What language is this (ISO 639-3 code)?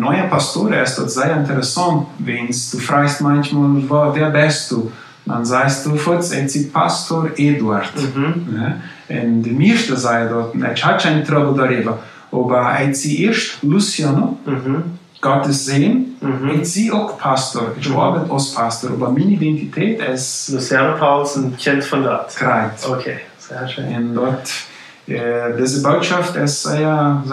pdt